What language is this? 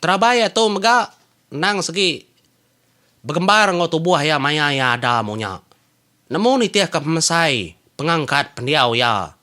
Iban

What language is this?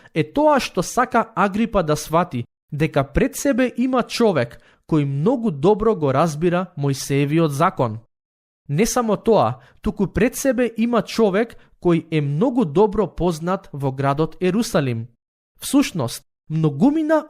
Macedonian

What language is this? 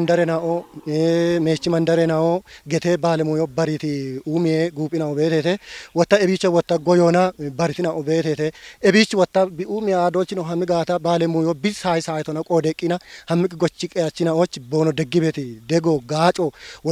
Kafa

